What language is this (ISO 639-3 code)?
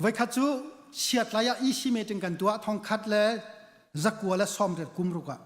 cnh